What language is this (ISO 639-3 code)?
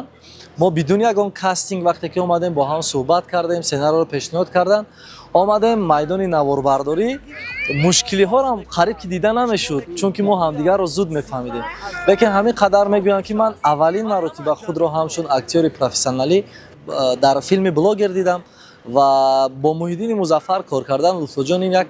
tgk